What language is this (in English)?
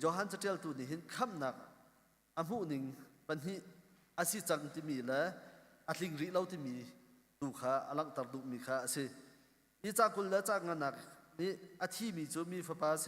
Hakha Chin